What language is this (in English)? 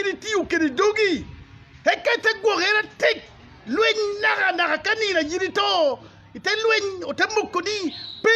Acoli